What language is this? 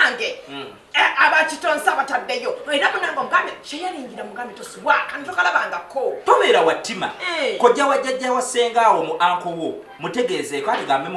Ganda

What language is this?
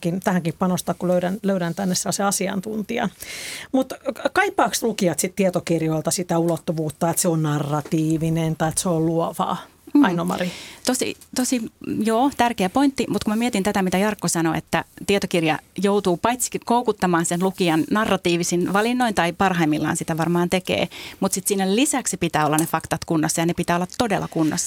Finnish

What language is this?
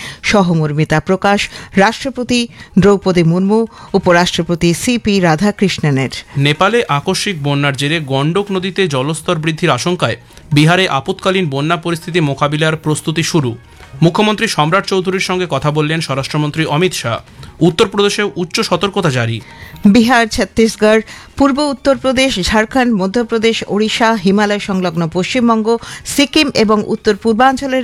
Bangla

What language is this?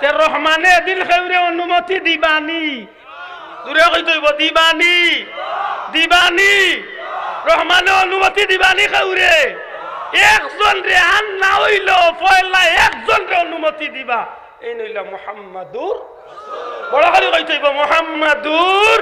Sylheti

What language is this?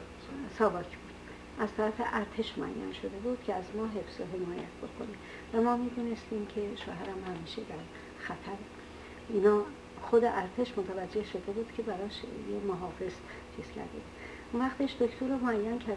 Persian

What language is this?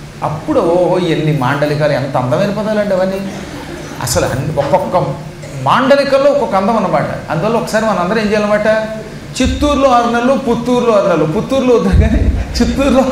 Telugu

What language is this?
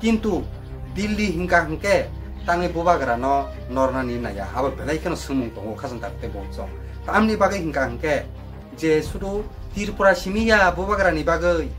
Kok Borok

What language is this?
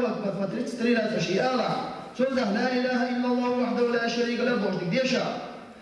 Chechen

